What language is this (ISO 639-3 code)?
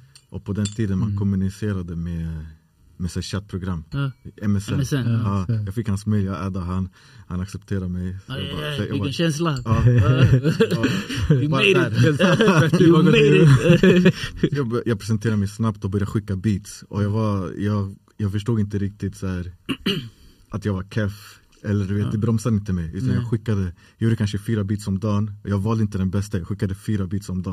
swe